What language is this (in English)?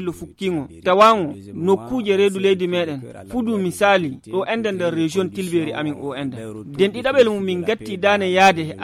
Fula